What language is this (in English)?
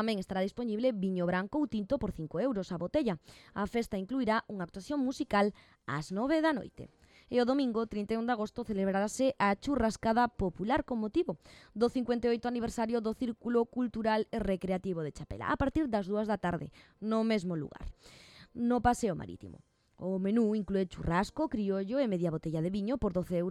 Galician